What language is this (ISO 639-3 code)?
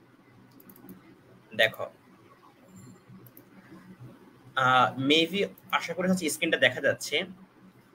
ben